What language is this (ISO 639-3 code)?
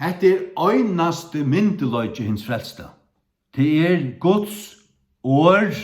fao